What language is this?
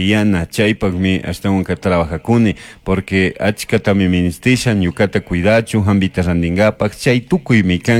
Chimborazo Highland Quichua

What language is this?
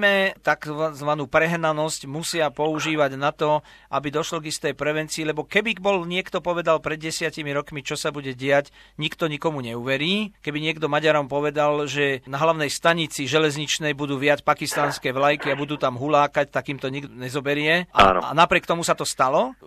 Slovak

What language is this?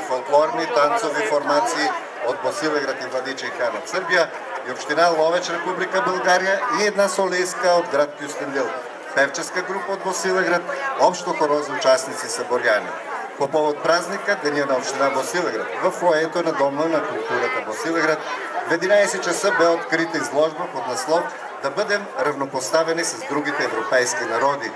Bulgarian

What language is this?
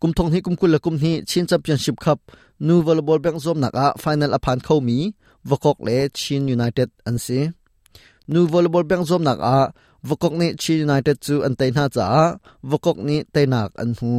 Hakha Chin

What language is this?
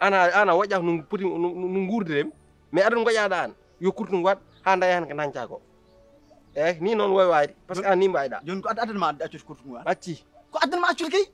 Fula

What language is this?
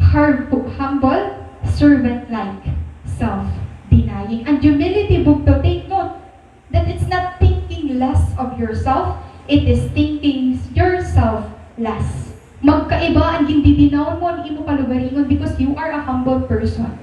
Waray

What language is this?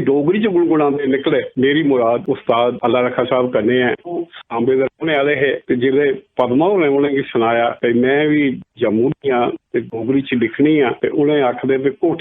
Dogri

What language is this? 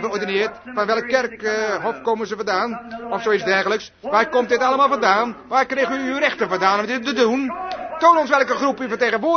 Dutch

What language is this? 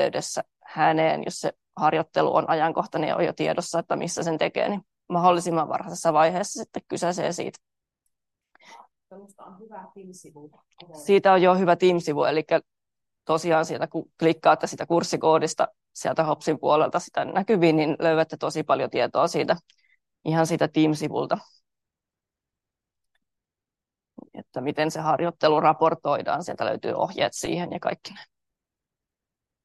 Finnish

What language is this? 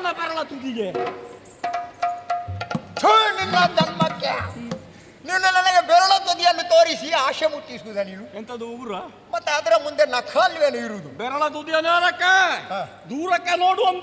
Kannada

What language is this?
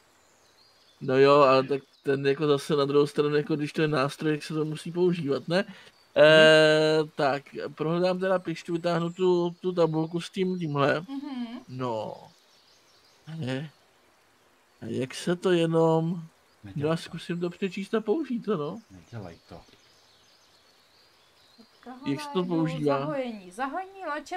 Czech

